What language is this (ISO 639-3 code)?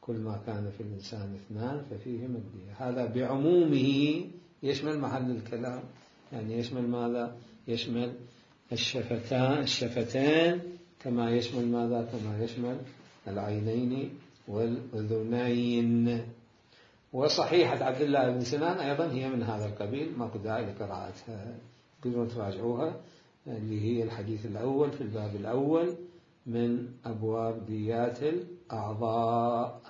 acm